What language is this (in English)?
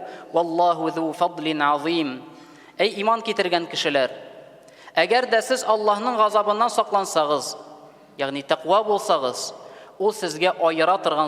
Tatar